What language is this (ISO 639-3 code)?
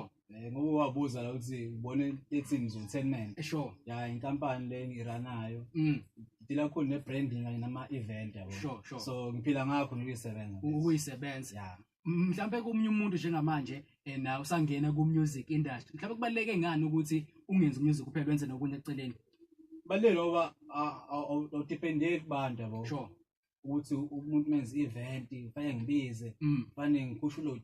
zul